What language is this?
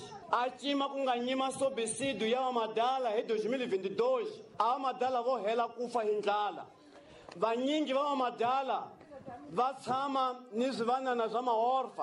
Tsonga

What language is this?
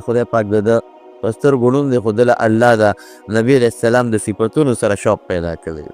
Pashto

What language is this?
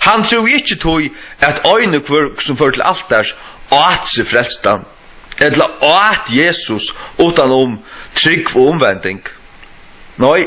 Faroese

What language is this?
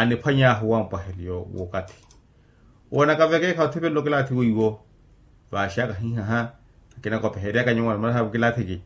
Makhuwa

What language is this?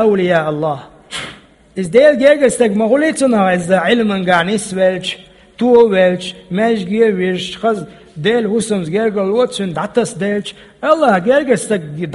Chechen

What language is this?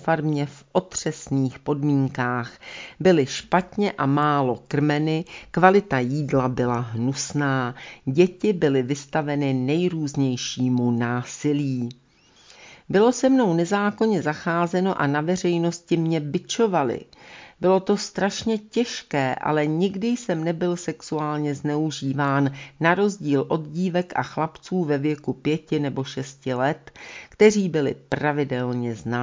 Czech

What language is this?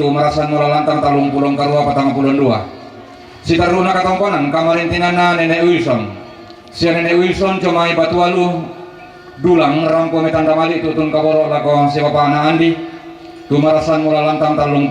Toraja-Sa'dan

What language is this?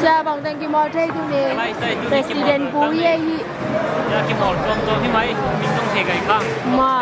Tedim Chin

